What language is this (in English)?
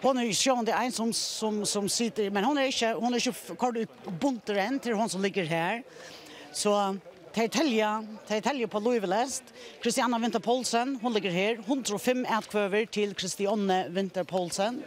Faroese